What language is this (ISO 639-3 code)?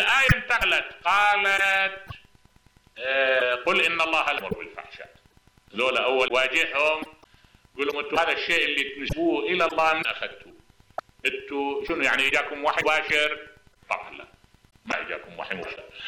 acm